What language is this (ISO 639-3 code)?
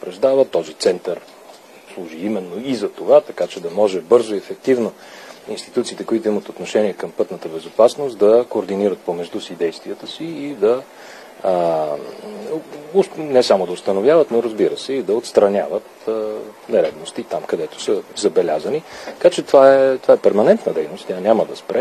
bul